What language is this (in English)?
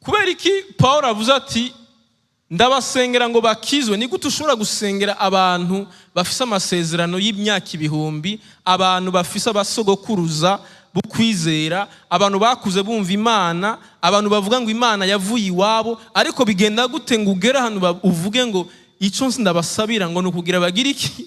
Rundi